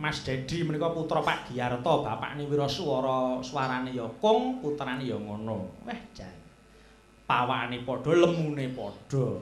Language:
Javanese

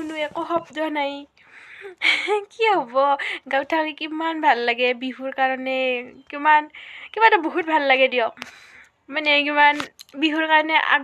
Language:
Assamese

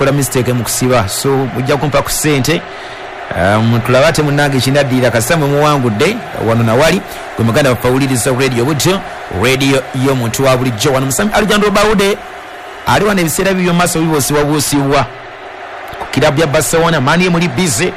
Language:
Ganda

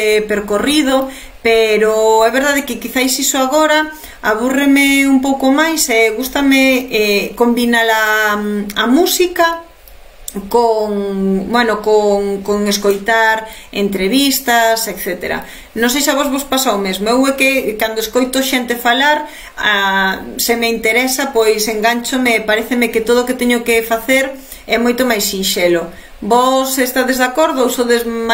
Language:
Galician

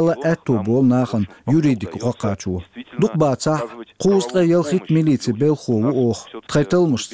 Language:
Chechen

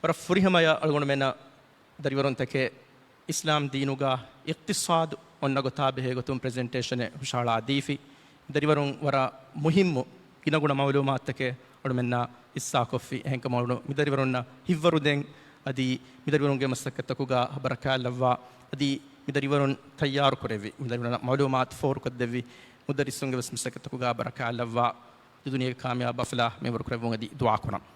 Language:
Divehi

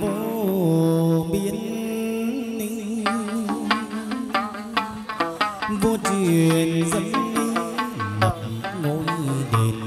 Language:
Vietnamese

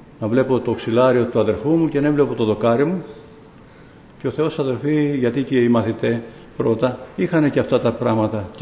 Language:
Greek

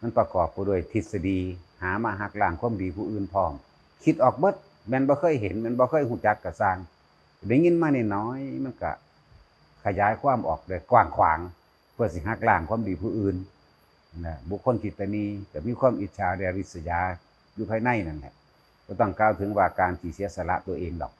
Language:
Northeastern Thai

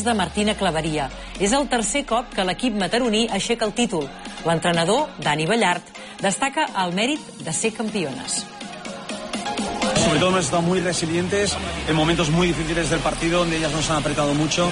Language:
Catalan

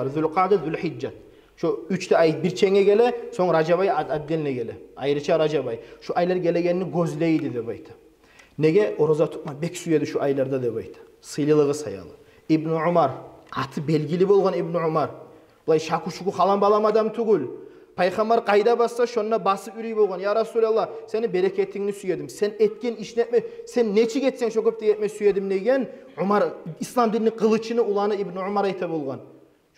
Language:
Kumyk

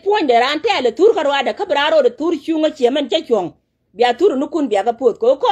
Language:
Nuer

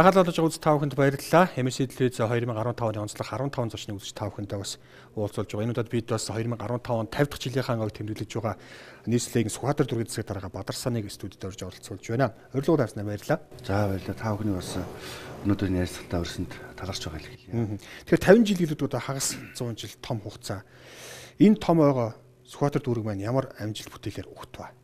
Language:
Mongolian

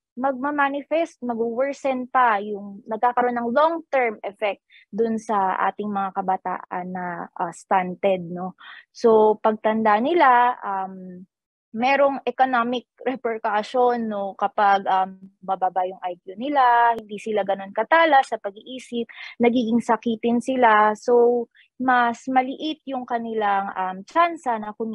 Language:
Filipino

